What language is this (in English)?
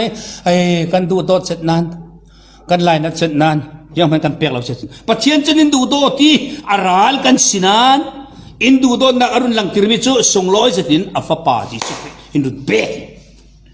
Falam Chin